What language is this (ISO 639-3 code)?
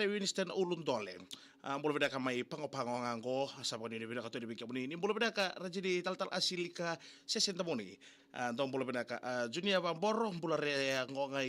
fij